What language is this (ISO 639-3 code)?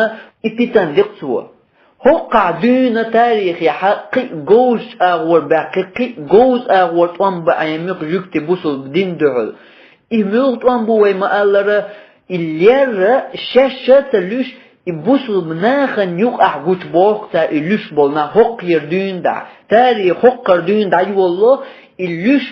che